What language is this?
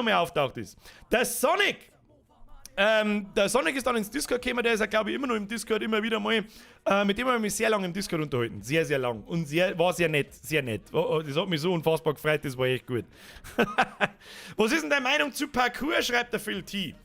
Bavarian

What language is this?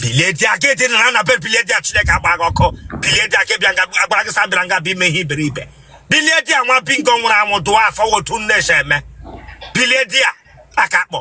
Igbo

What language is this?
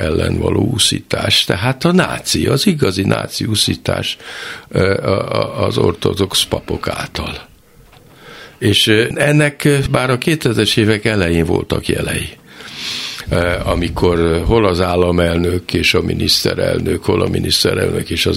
Hungarian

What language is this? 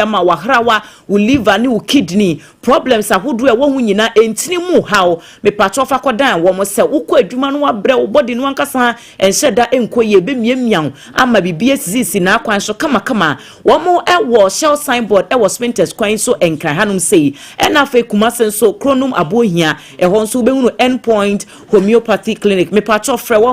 Akan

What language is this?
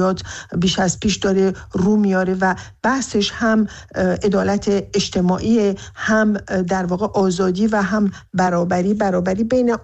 Persian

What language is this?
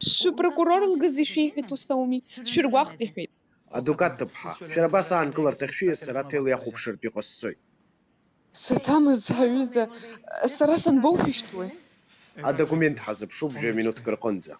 Abkhazian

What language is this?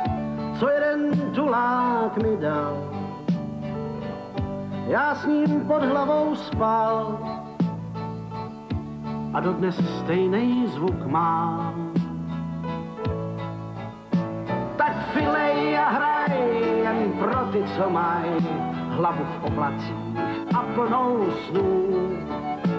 Czech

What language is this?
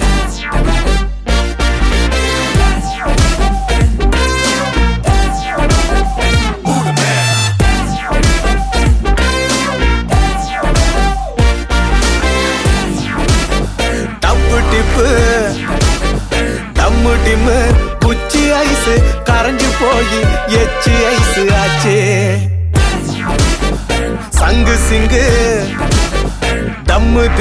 Tamil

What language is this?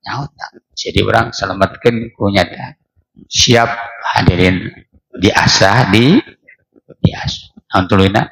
Sundanese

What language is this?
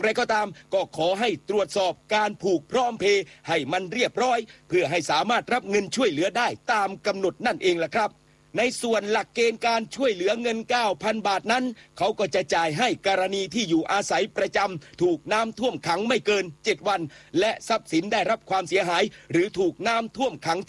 Thai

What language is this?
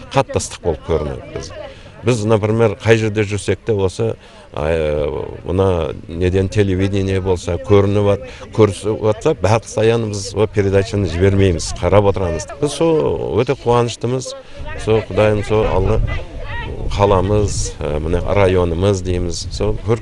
Kara-Kalpak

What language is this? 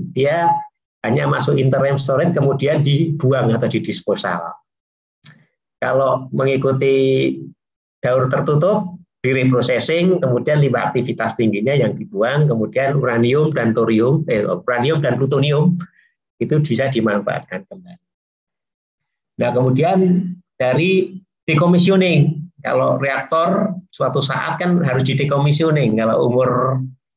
Indonesian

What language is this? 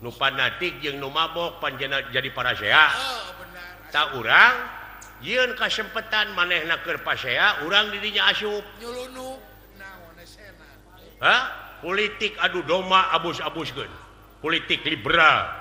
Sundanese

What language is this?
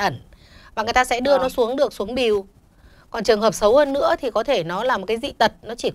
Vietnamese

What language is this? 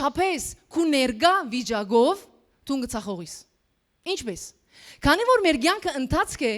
Western Armenian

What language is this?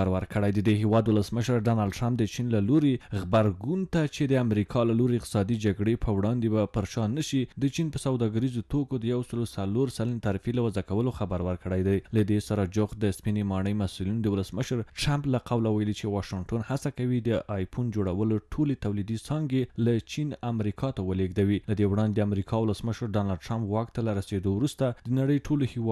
Pashto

